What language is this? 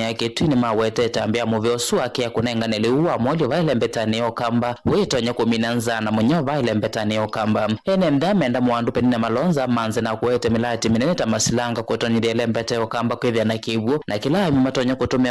Kamba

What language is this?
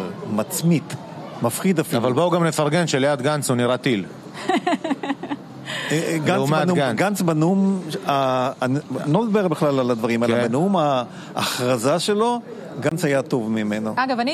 Hebrew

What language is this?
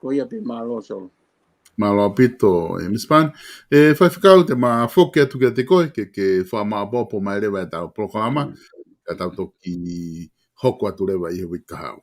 Tongan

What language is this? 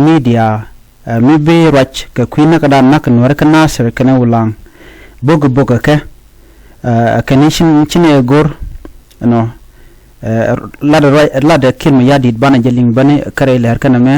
Nuer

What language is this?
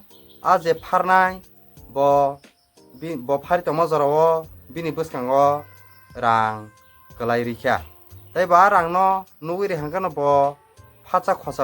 Kok Borok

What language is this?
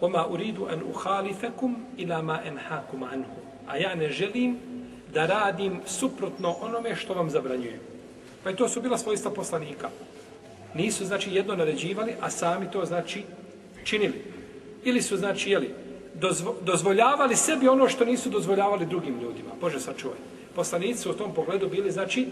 Bosnian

